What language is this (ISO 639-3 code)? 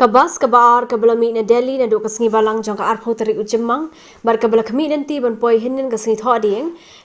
kha